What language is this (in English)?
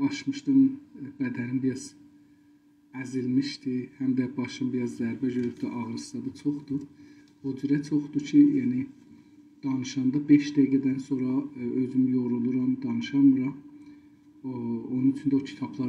South Azerbaijani